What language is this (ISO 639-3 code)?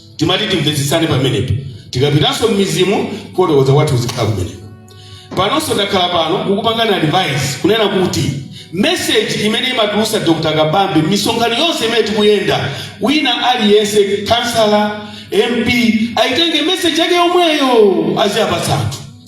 nya